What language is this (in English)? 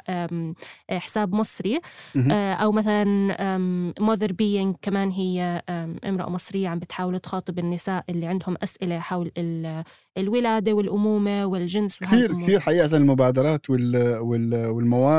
North Levantine Arabic